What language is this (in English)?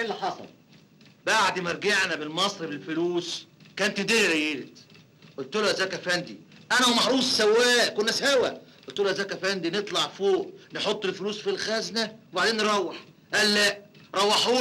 Egyptian Arabic